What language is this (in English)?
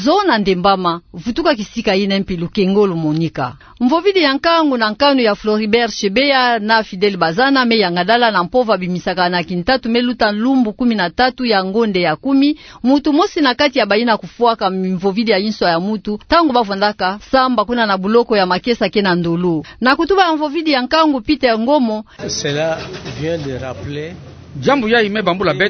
Kituba (Democratic Republic of Congo)